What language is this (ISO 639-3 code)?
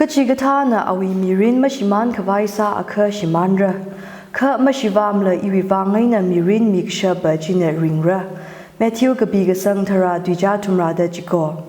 nmf